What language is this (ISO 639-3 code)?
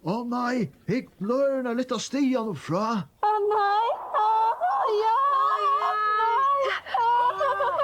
fao